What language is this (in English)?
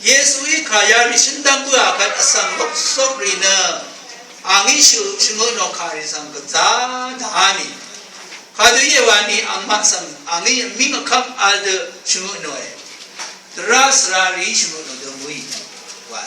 Rawang